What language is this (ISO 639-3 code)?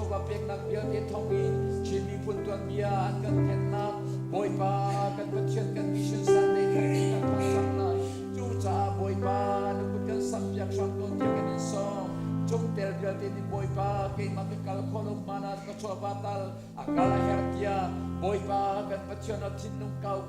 cnh